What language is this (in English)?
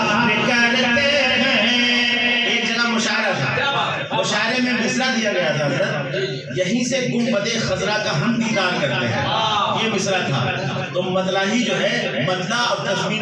Urdu